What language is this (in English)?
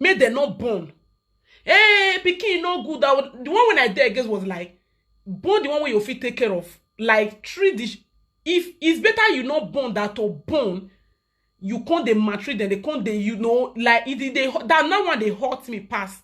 Nigerian Pidgin